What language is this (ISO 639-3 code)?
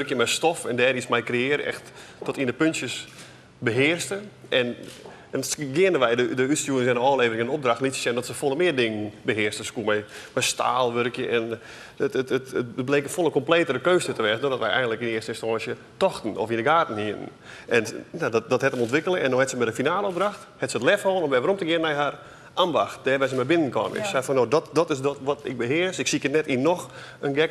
fry